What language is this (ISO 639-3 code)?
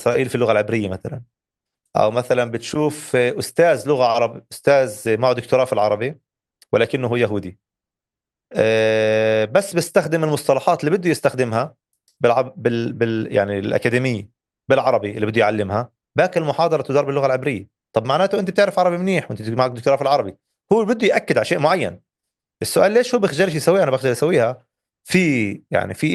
apc